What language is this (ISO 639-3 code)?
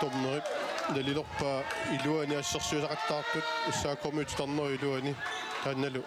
kal